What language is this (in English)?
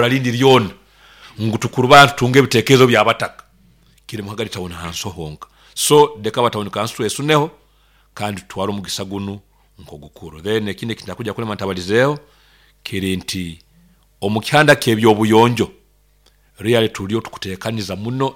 Nyoro